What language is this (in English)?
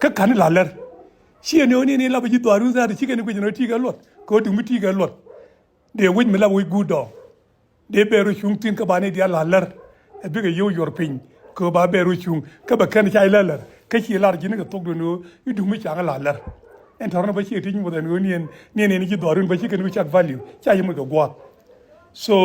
Nuer